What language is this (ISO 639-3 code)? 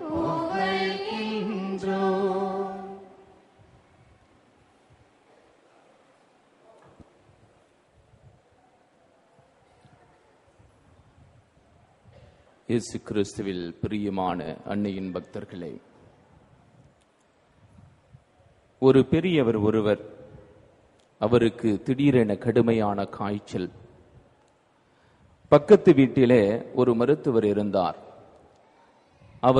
tam